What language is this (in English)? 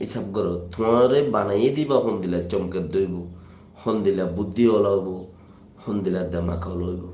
Rohingya